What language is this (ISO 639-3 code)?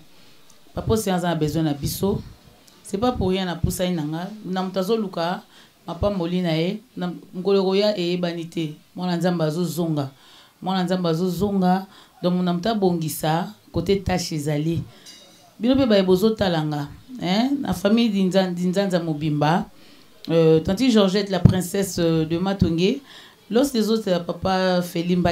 lin